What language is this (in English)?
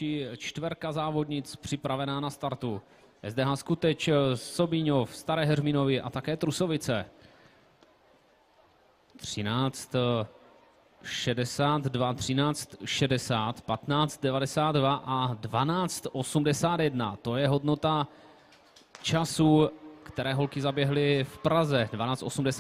Czech